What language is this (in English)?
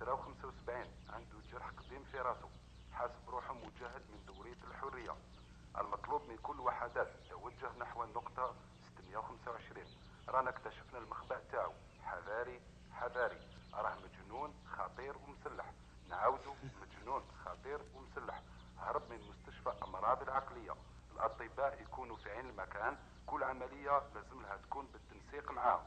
Algerian Arabic